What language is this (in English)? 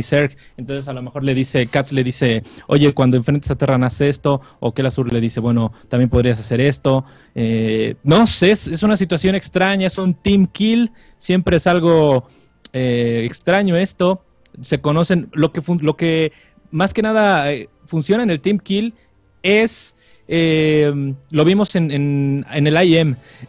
Spanish